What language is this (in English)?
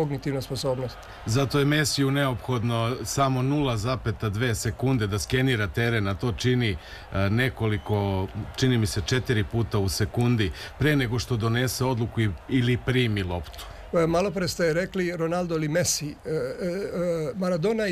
Serbian